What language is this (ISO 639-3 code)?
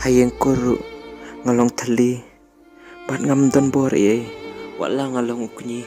kha